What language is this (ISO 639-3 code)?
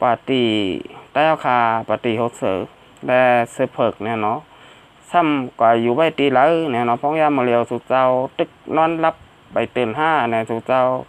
shn